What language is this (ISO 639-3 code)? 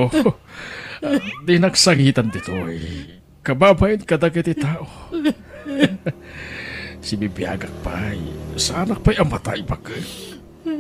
ilo